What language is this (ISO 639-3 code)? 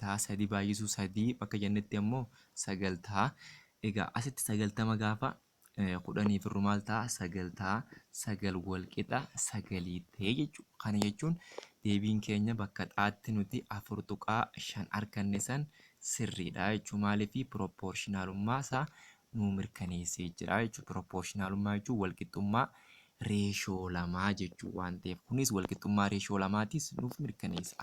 orm